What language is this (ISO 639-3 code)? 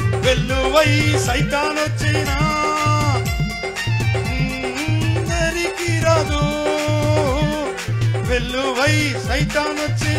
tel